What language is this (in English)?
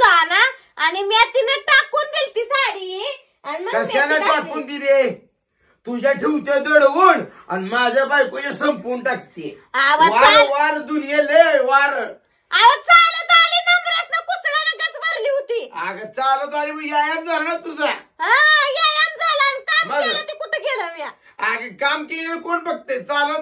Marathi